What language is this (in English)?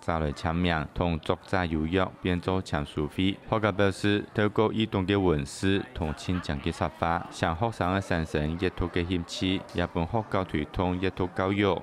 Hakka Chinese